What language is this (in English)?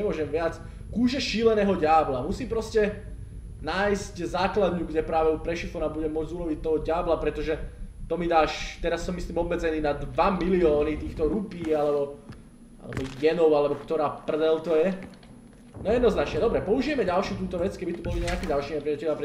Slovak